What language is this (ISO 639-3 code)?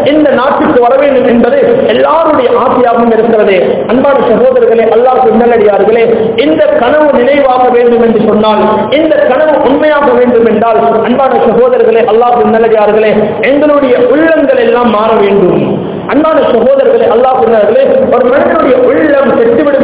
tam